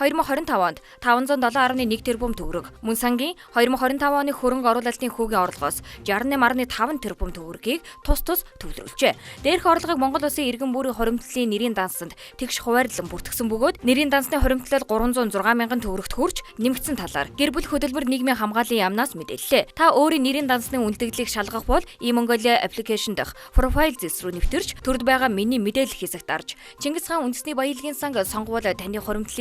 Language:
Mongolian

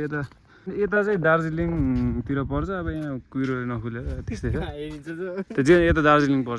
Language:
Nepali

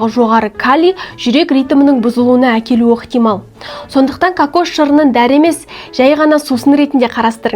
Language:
Kazakh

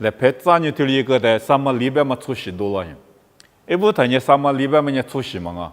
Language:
Lisu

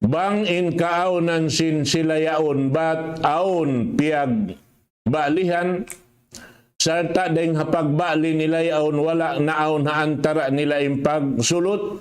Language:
Tausug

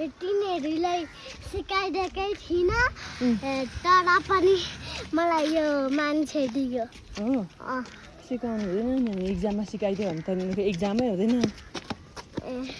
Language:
Nepali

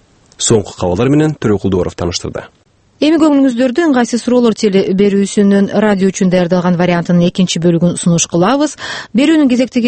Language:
Kyrgyz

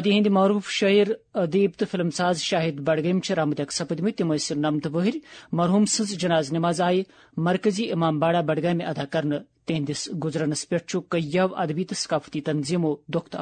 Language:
Kashmiri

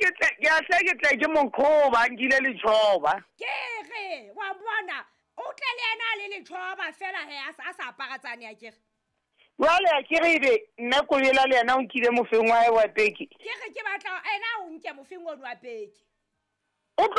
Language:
Southern Sotho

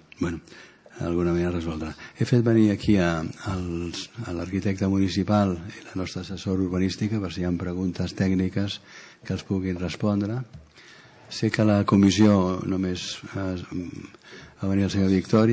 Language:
Catalan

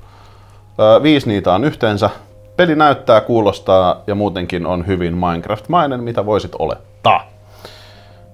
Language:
Finnish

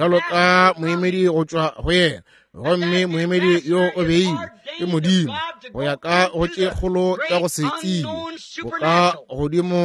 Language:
Northern Sotho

